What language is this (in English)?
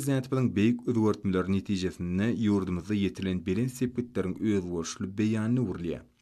Turkmen